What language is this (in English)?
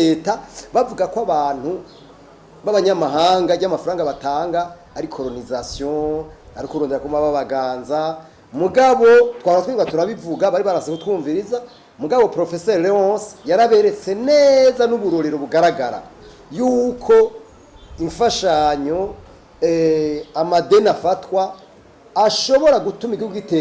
Rundi